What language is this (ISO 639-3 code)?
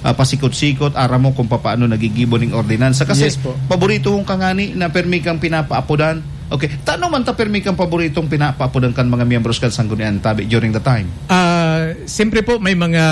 bik